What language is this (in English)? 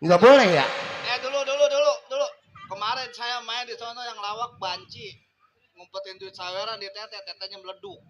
Betawi